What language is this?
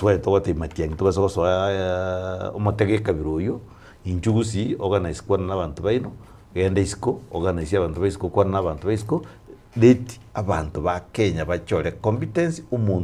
Gusii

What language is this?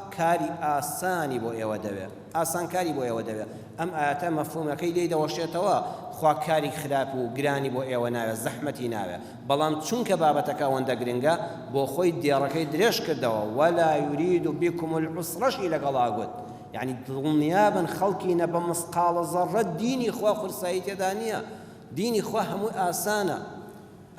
Central Kurdish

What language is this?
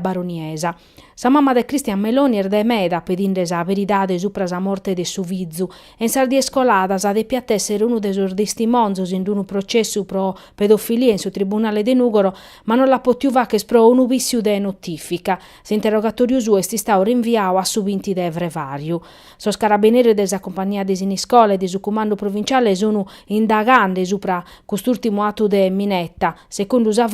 Sardinian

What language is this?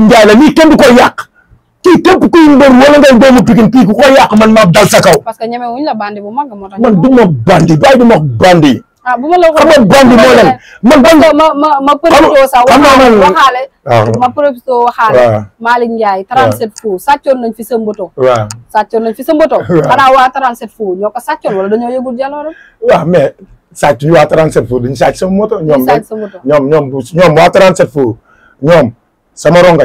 Wolof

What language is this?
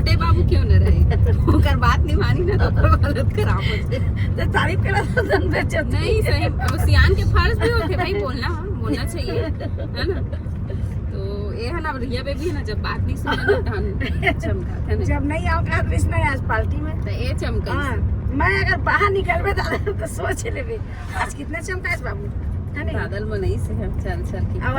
Chhattisgarhi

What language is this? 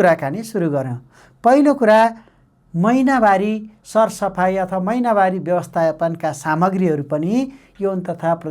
Nepali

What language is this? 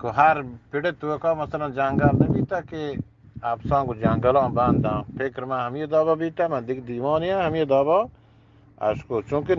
Eastern Balochi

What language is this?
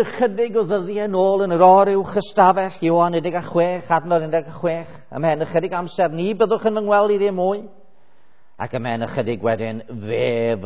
Welsh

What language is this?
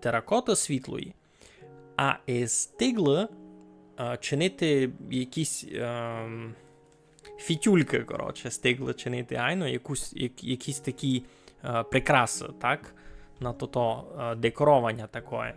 Rusyn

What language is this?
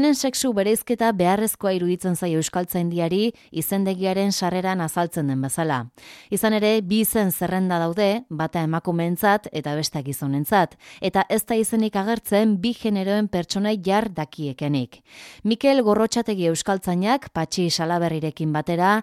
Basque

